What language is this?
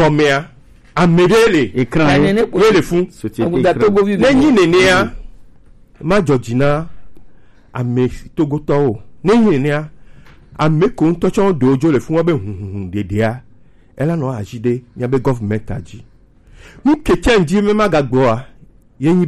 Gen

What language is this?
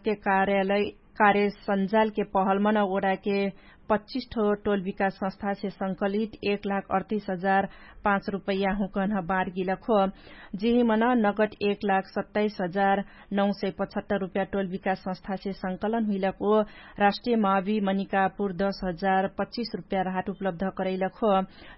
Dangaura Tharu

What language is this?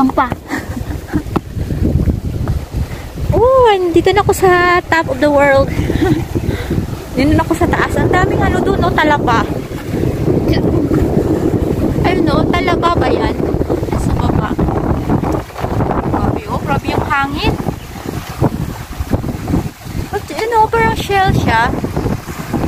Filipino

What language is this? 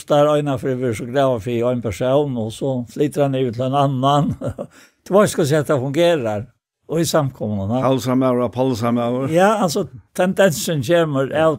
Faroese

